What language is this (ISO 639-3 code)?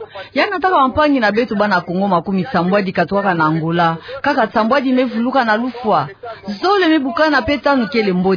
ktu